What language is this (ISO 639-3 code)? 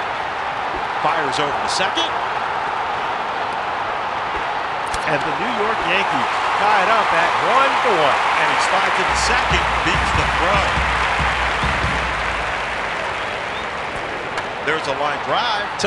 eng